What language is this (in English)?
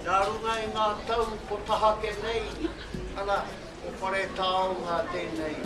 Māori